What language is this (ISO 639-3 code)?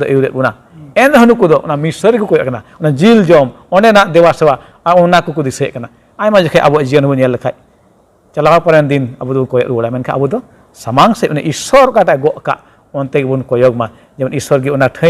sat